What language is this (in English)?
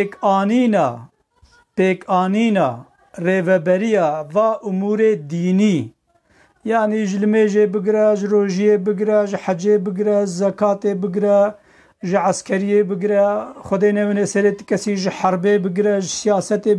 Kurdish